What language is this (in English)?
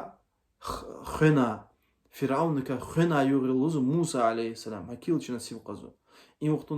Lezghian